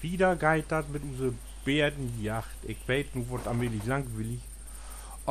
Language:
Low German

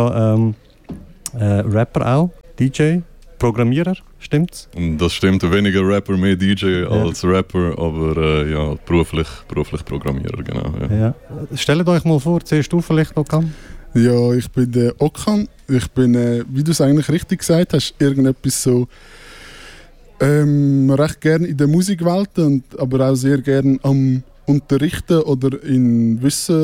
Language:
Swiss German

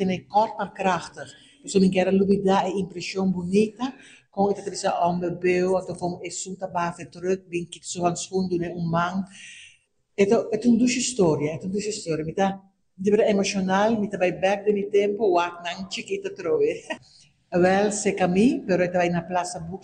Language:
Papiamento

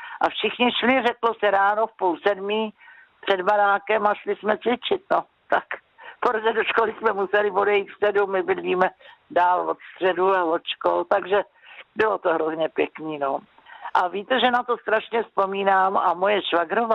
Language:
Czech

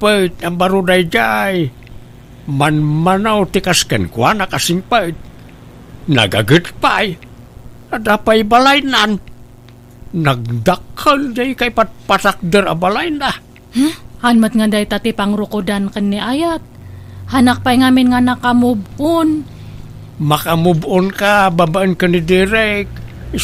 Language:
Iloko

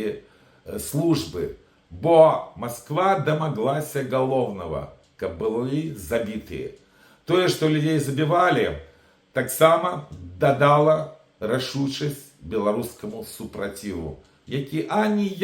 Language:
Belarusian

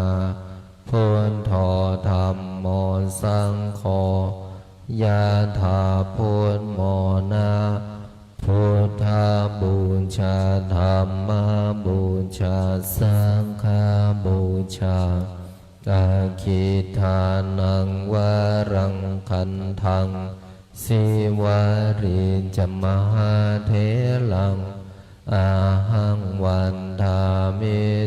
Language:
Pali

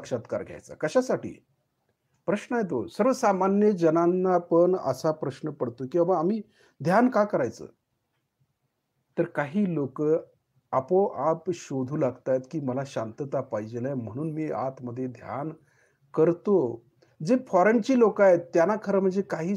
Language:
Marathi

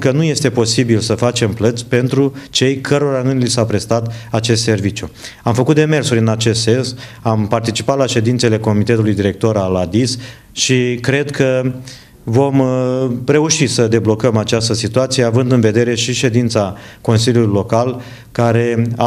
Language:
Romanian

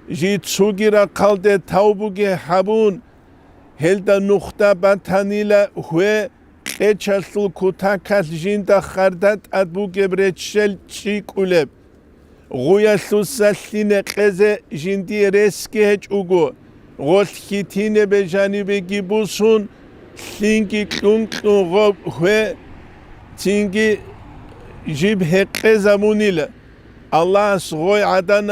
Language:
Avaric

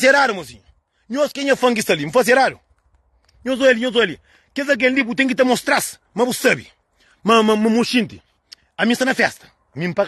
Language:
Kabuverdianu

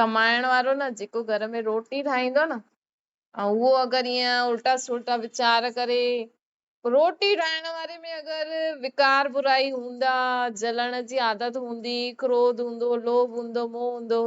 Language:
Sindhi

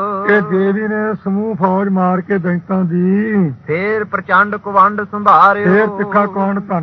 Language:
Punjabi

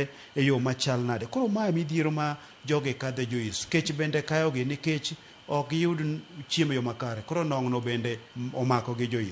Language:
Luo (Kenya and Tanzania)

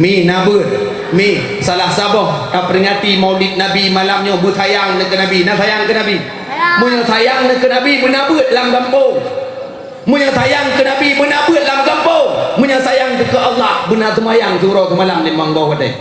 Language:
Achinese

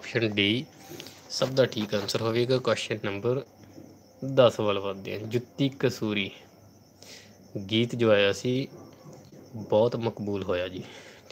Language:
Punjabi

